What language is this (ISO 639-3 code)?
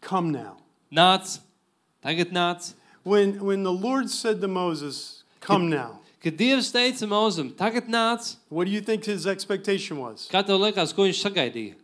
lav